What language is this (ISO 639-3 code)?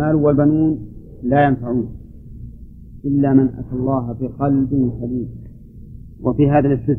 ara